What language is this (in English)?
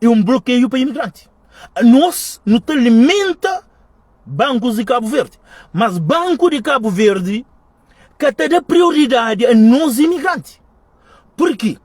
Kabuverdianu